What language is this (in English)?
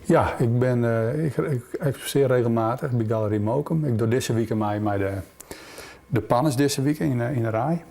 Western Frisian